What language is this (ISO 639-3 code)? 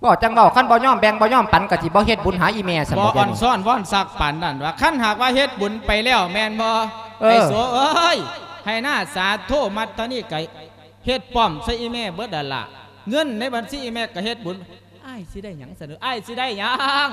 lao